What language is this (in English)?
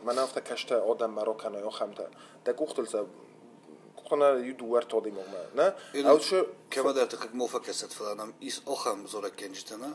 Ossetic